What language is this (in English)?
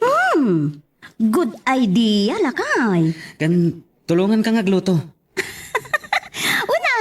Iloko